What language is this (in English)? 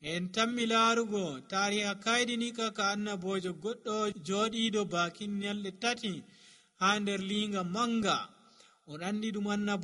Nigerian Fulfulde